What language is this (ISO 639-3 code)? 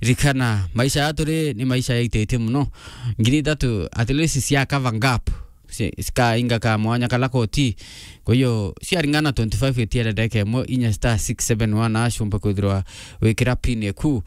mer